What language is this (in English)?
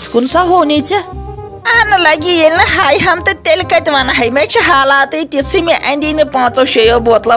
Kashmiri